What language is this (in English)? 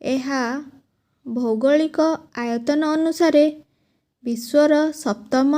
Odia